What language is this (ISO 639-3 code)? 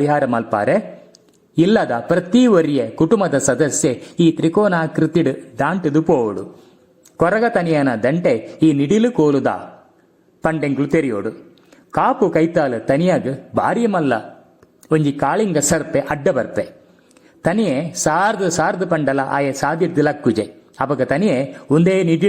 tcy